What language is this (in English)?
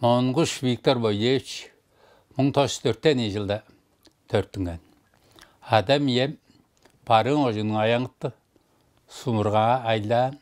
Tuvinian